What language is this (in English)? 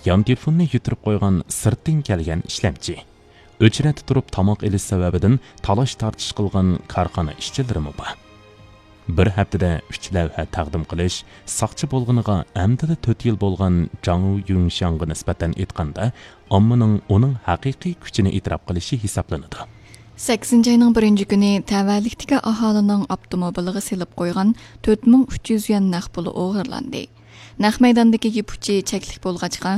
Uyghur